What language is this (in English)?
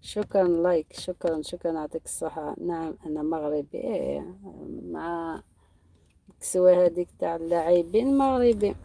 Algerian Arabic